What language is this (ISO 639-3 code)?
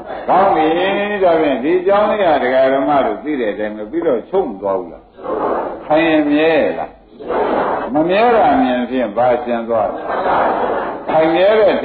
mya